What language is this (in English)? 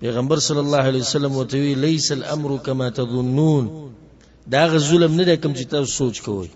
Pashto